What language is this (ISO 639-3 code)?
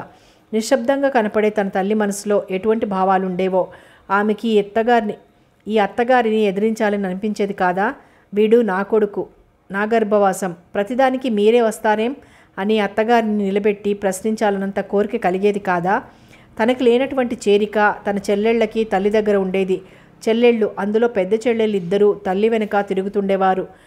tel